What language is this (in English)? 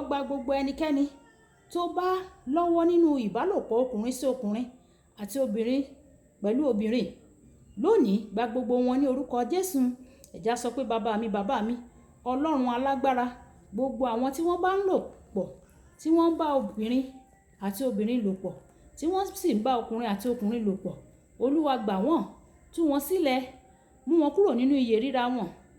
Yoruba